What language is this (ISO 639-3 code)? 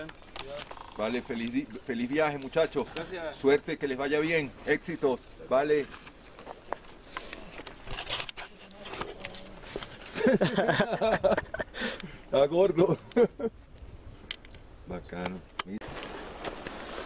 spa